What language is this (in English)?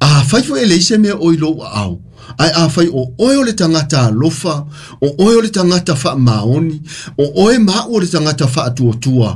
Samoan